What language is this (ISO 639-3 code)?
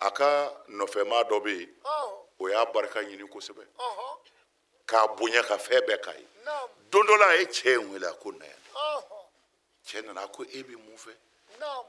bam